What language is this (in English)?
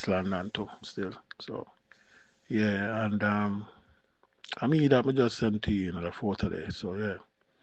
Jamaican Creole English